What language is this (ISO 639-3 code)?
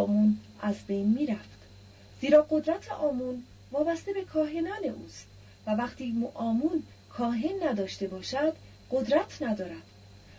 fas